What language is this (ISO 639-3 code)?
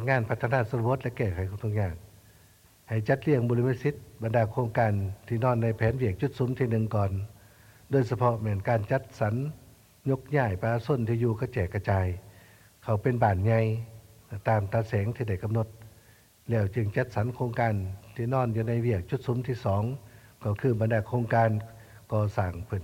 lao